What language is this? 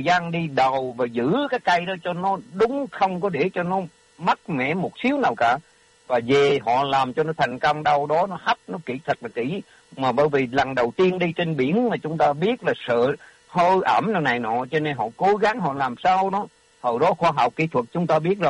Vietnamese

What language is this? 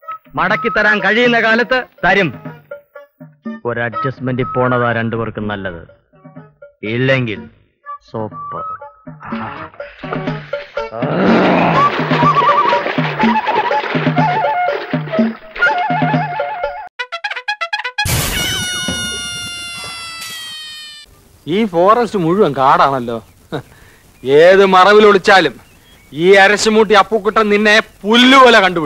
Malayalam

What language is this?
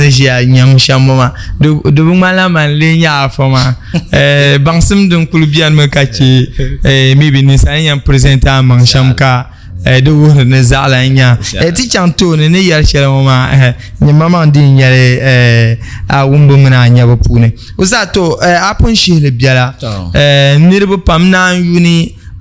Dagbani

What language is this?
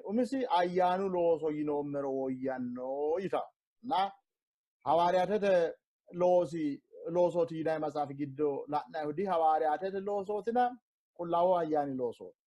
Sidamo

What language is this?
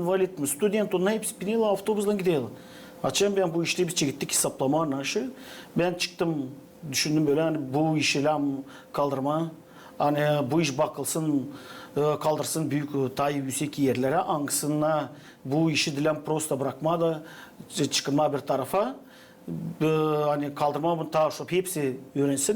Gagauz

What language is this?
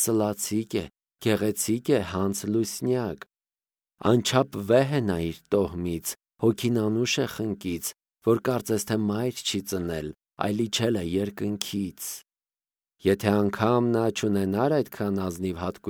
Armenian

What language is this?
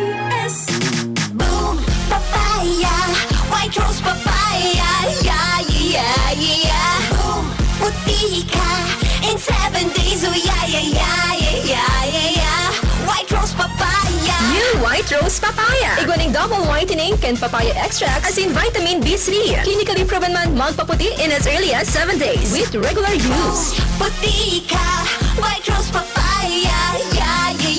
Bikol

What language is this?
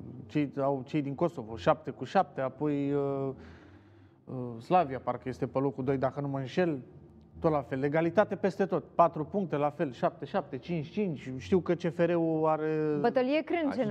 Romanian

